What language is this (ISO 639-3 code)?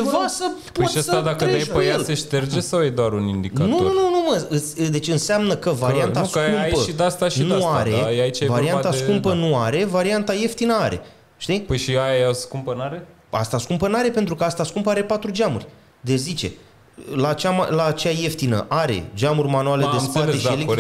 ron